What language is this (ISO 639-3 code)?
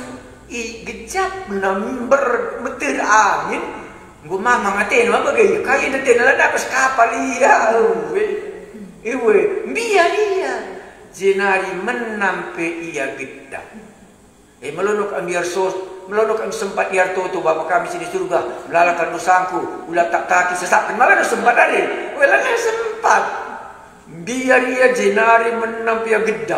btx